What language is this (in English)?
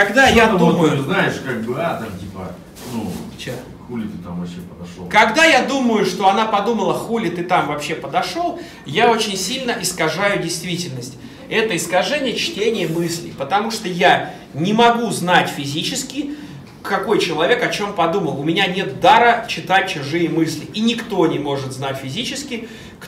Russian